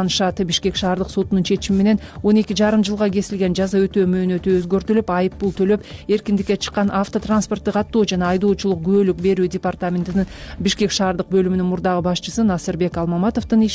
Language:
Kyrgyz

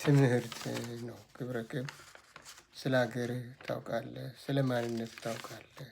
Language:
Amharic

